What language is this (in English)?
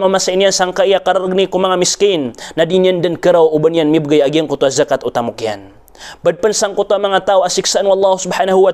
Maranao